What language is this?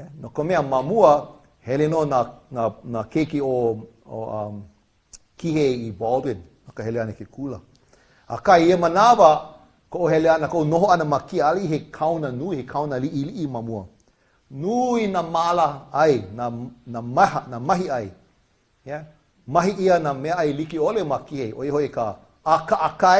Hawaiian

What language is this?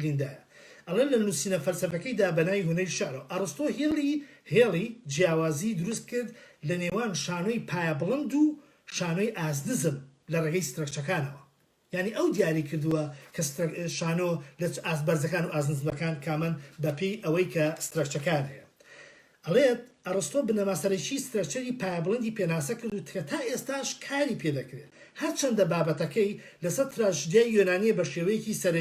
Central Kurdish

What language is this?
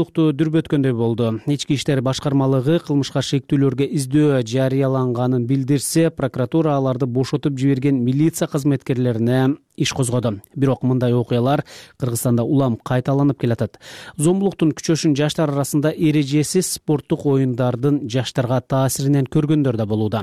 Kyrgyz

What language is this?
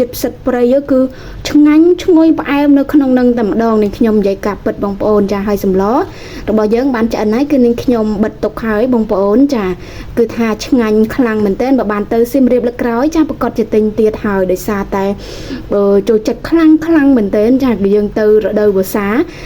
Khmer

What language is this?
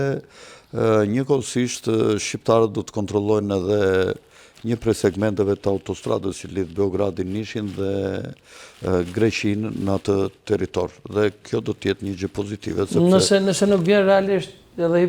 Albanian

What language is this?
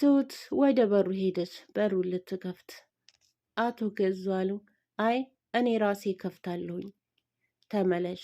Amharic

